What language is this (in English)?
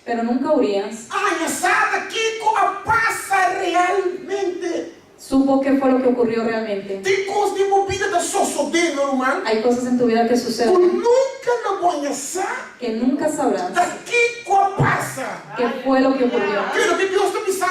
Papiamento